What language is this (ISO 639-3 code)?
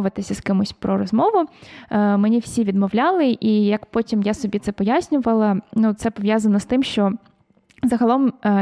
ukr